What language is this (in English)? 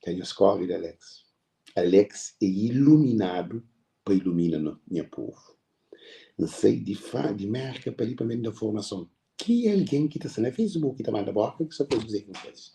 Kabuverdianu